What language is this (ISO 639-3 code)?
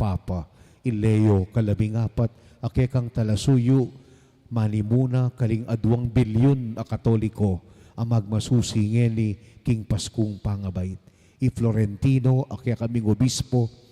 pam